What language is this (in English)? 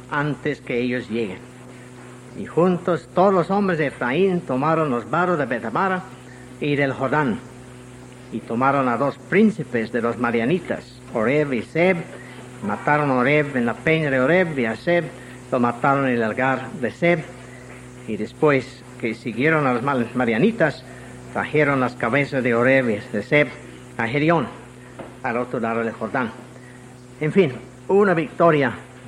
Spanish